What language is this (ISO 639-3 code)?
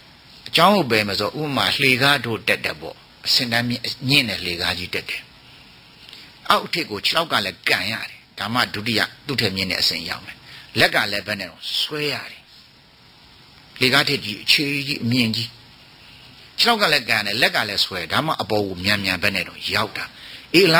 mya